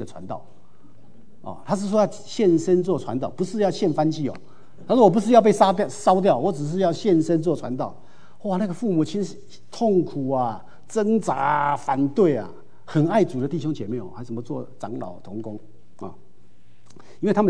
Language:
Chinese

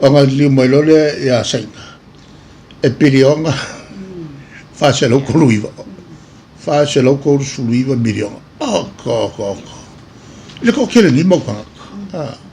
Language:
Samoan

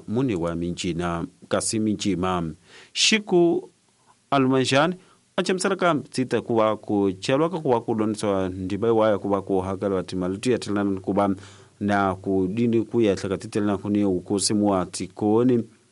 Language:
Tsonga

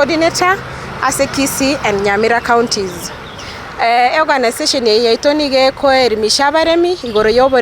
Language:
Gusii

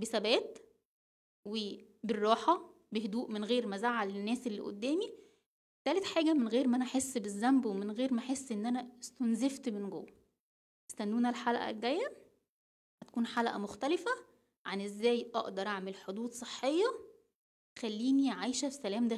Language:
Egyptian Arabic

